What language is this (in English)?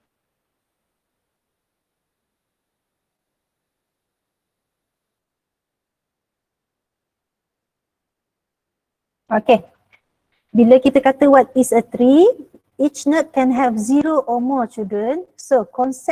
Malay